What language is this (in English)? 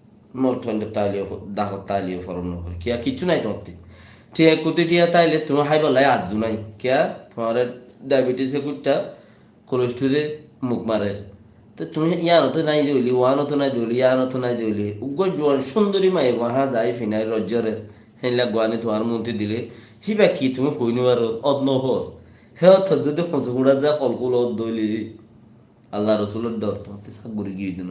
Rohingya